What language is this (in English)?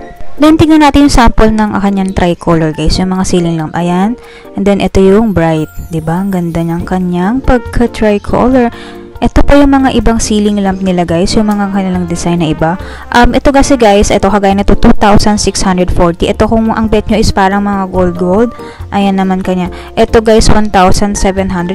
Filipino